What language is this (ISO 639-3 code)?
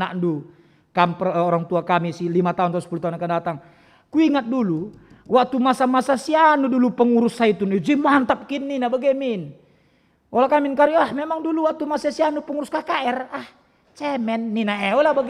btx